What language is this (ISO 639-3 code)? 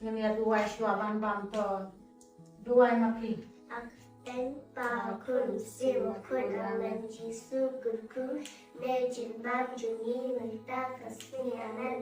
kha